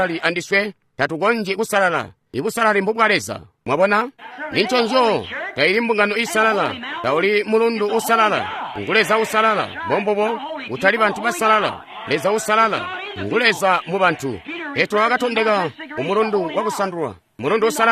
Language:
Tonga (Zambia)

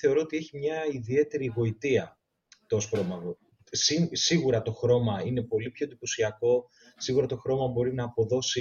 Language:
Greek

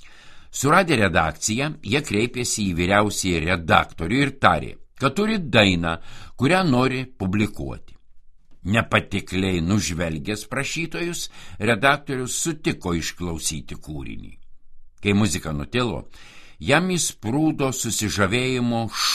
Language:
Lithuanian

